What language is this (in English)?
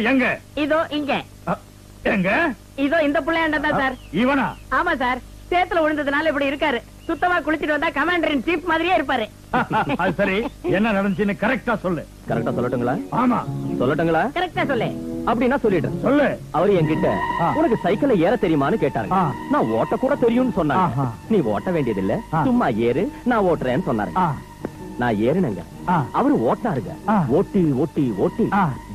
Tamil